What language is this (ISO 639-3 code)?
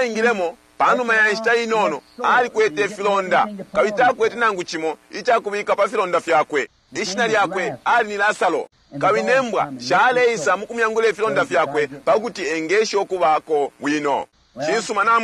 bem